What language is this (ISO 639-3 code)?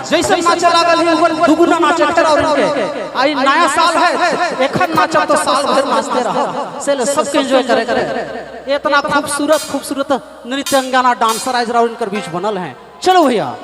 sck